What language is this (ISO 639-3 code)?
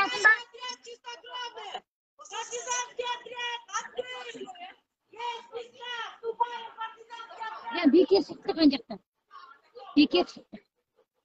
kaz